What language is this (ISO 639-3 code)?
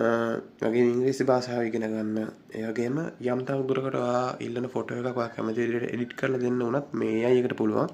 sin